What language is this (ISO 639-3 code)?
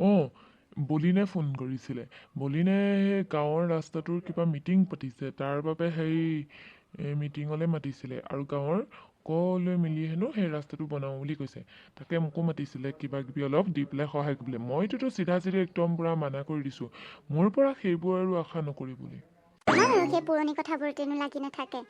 asm